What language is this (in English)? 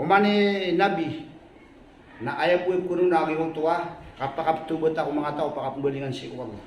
Maranao